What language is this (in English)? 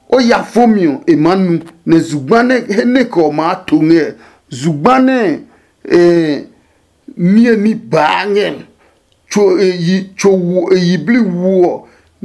Adangme